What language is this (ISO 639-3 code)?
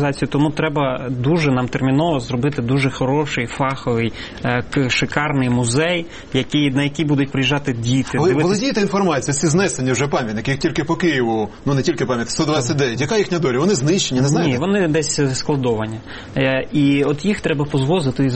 ukr